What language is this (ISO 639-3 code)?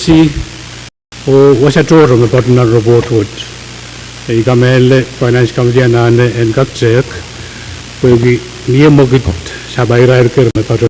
pon